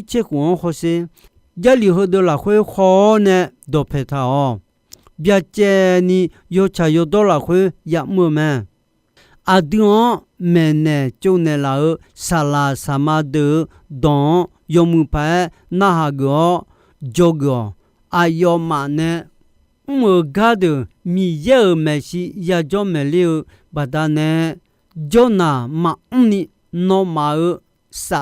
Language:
Akha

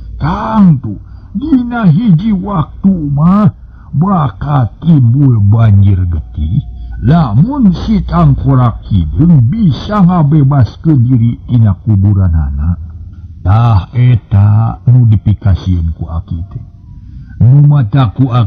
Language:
Sundanese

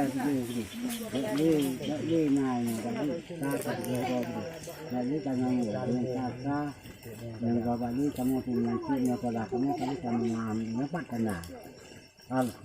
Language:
Achinese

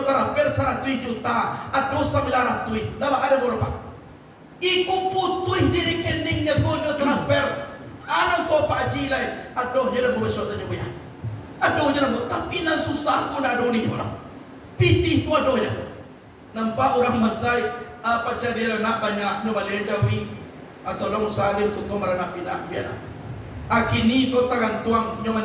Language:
Minangkabau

